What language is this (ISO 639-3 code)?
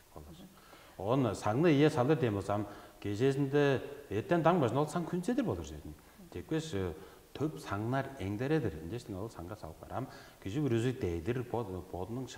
tyv